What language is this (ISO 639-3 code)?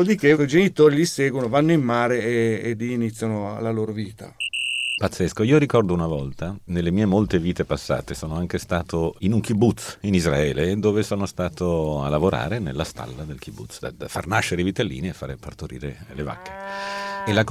ita